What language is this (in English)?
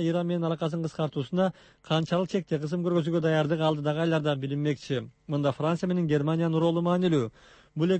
Kyrgyz